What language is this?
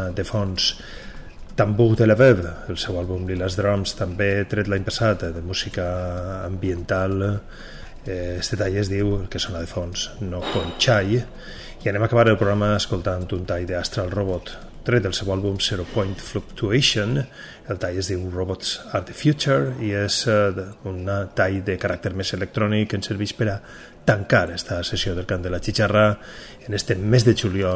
Catalan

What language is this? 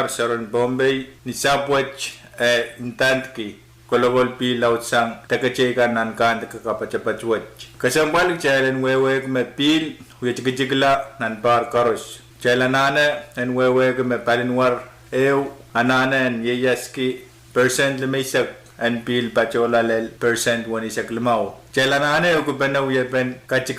Pohnpeian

